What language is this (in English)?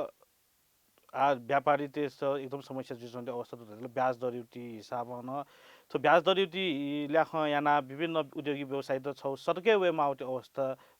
Newari